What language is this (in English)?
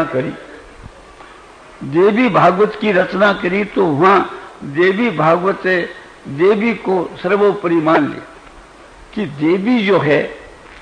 Hindi